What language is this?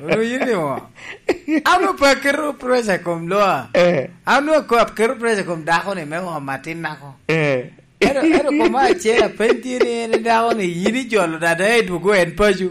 Lango (Uganda)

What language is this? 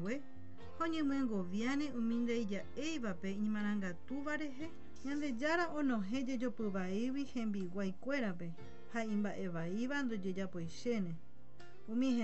Guarani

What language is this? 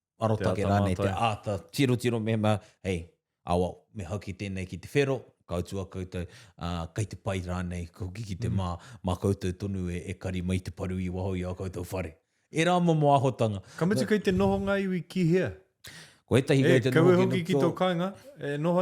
Māori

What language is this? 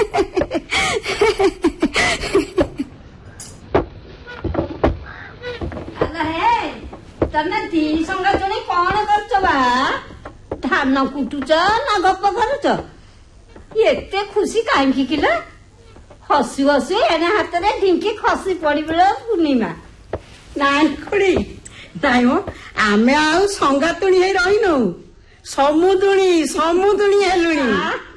Odia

